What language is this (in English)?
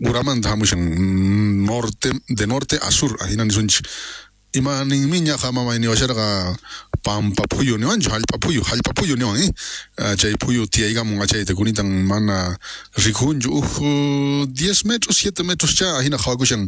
South Bolivian Quechua